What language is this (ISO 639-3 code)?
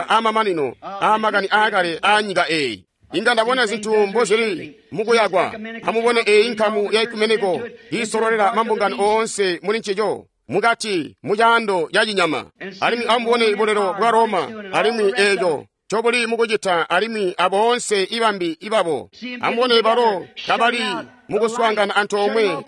toi